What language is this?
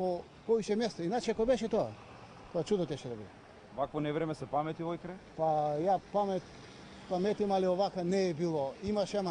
Macedonian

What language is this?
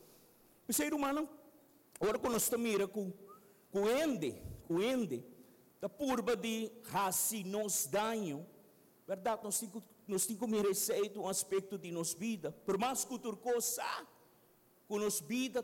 Papiamento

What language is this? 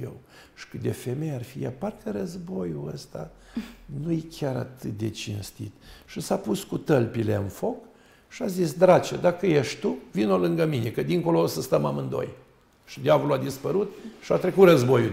Romanian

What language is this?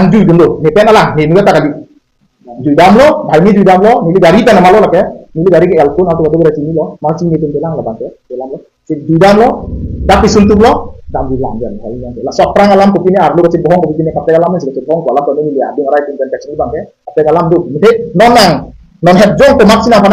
Karbi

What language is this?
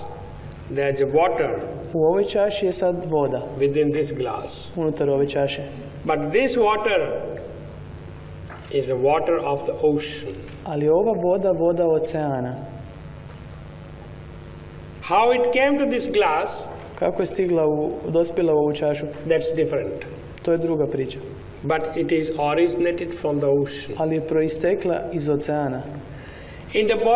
Croatian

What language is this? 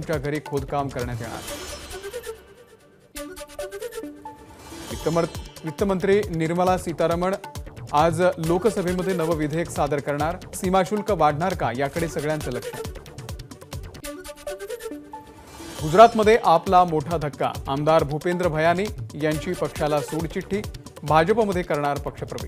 Marathi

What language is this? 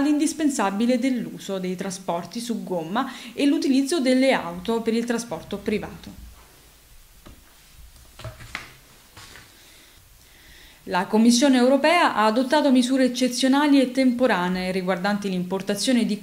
Italian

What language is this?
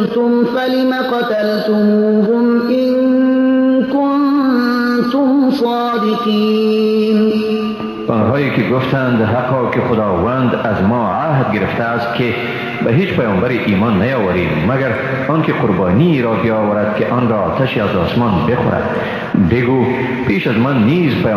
Persian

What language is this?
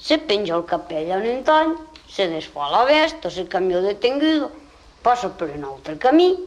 Occitan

